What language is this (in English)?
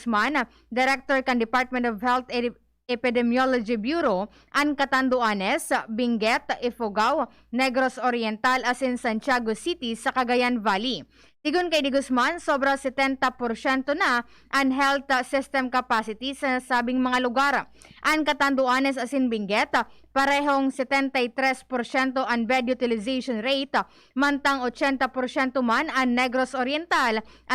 Bikol